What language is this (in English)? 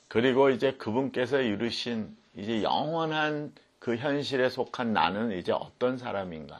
Korean